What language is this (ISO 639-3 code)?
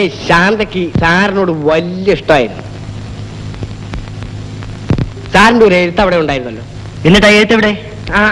mal